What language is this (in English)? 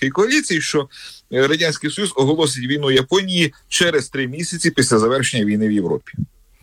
Ukrainian